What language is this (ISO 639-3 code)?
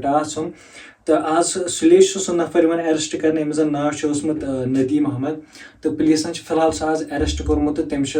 kas